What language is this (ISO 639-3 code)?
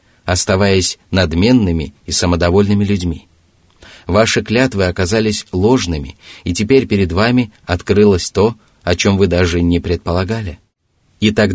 rus